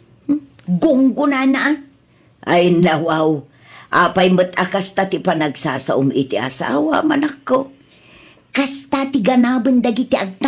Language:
Iloko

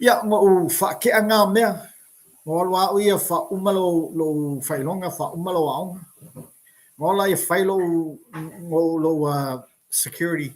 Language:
Samoan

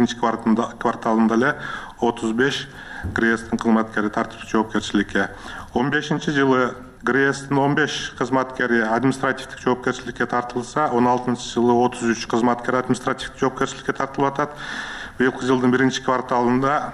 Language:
Kyrgyz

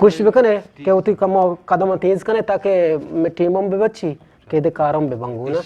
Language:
Eastern Balochi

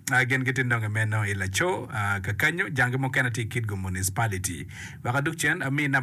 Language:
Acoli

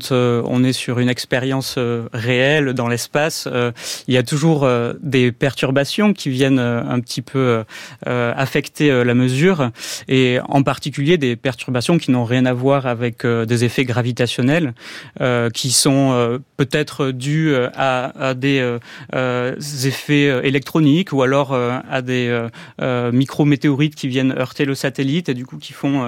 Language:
French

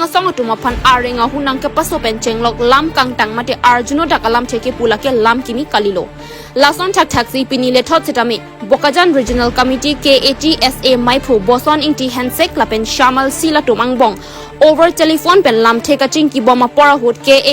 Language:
Karbi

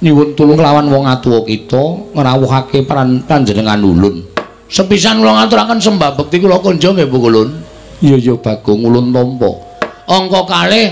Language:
Javanese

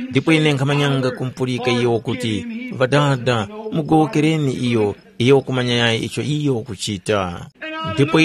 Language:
Tumbuka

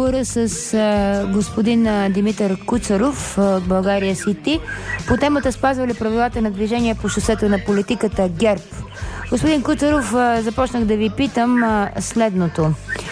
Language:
Bulgarian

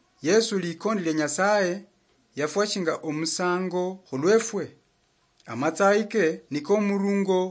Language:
Luyia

